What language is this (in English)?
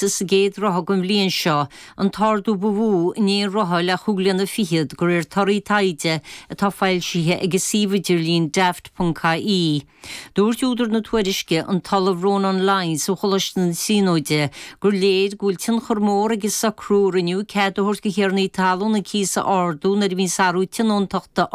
Irish